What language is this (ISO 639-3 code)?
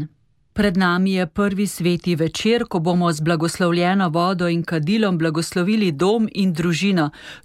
slv